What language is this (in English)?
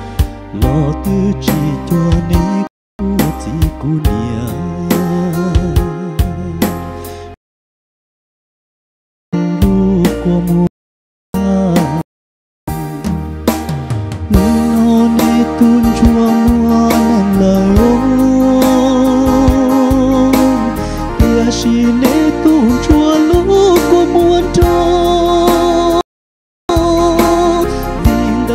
Vietnamese